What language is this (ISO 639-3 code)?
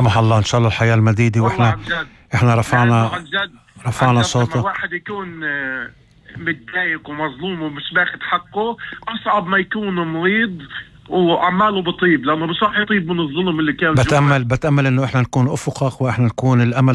apc